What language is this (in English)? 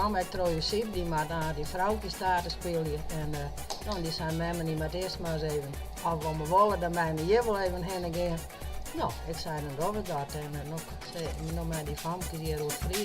Western Frisian